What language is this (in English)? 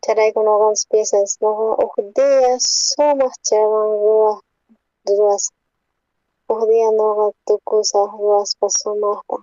South Bolivian Quechua